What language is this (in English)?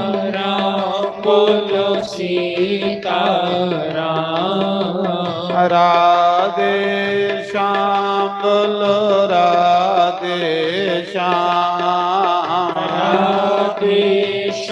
Dogri